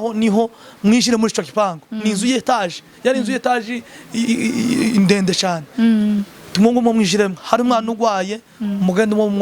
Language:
Rundi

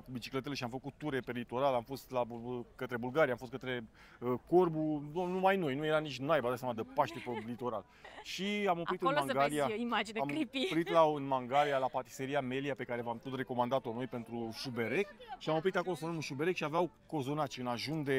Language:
Romanian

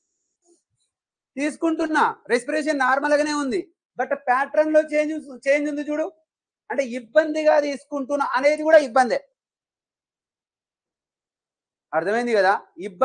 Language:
Telugu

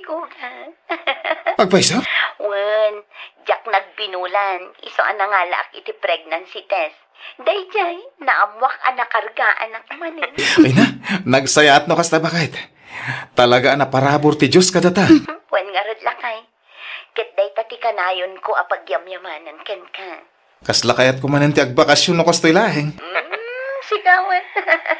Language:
Iloko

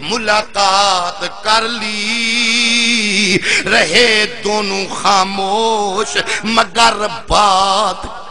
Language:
Saraiki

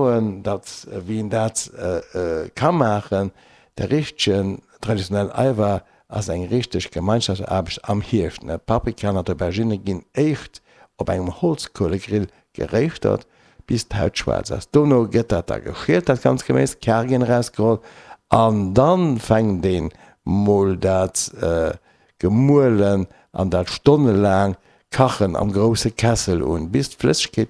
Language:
Luxembourgish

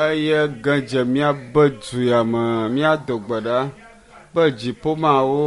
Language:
Ewe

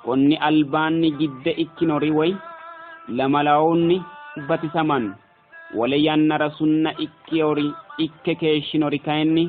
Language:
Sidamo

